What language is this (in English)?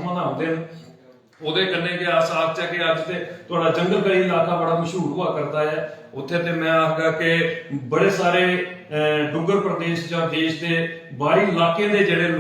Dogri